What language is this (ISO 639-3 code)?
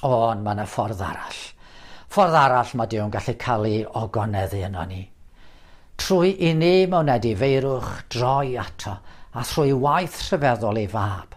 cym